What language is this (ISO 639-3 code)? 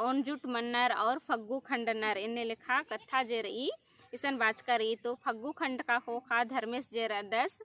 kru